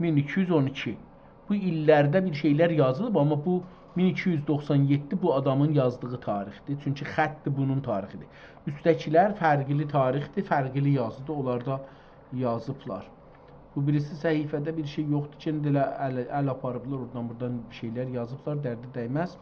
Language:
South Azerbaijani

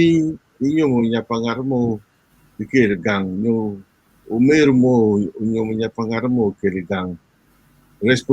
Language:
Acoli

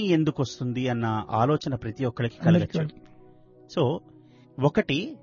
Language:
Telugu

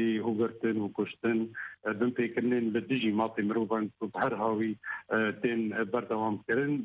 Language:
Kurdish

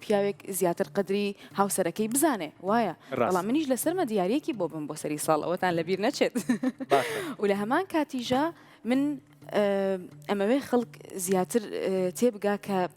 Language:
Central Kurdish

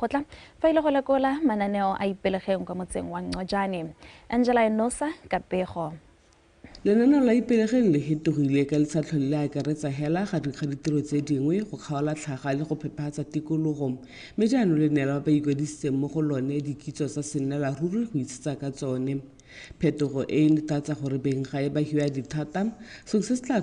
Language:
Tswana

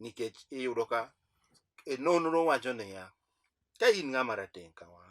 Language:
Luo (Kenya and Tanzania)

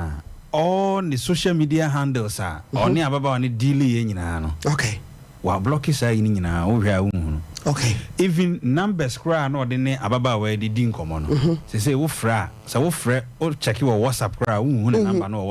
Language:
Akan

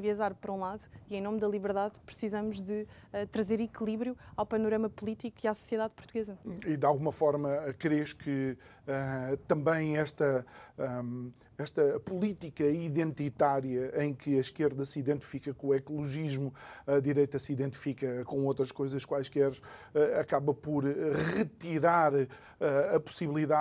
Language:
Portuguese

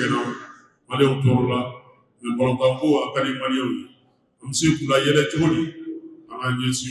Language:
Bambara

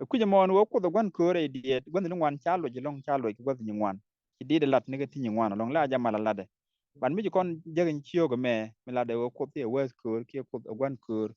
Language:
Nuer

